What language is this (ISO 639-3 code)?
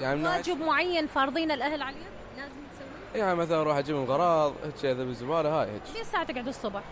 acm